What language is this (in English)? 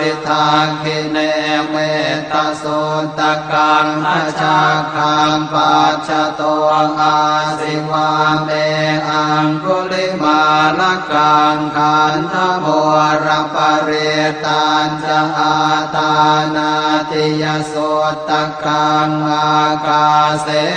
Pali